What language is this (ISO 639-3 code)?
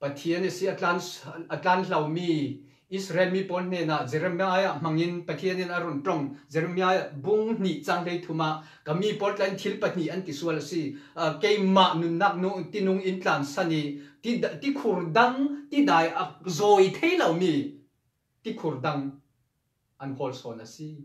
cfm